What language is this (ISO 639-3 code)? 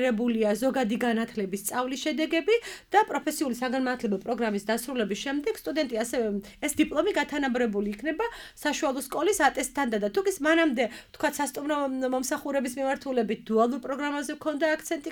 kat